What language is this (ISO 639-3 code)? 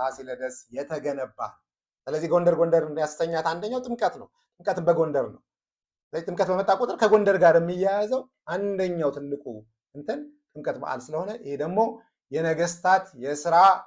amh